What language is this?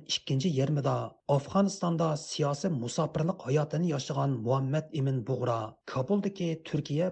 Uyghur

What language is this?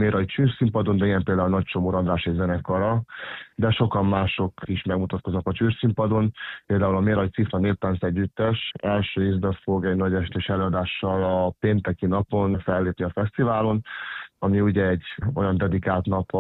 Hungarian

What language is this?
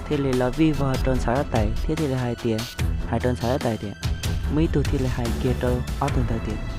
Hmong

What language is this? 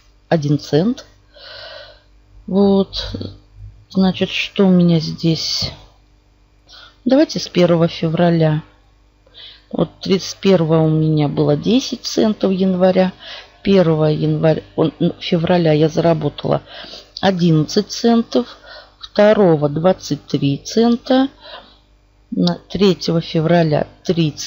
Russian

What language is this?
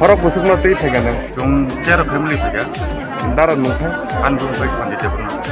Kok Borok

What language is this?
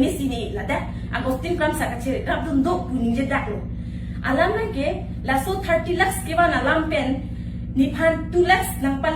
Karbi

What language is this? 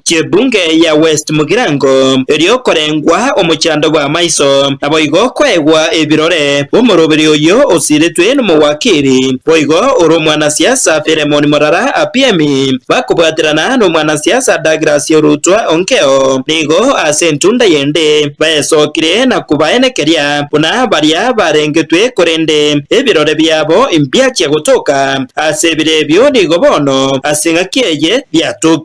Gusii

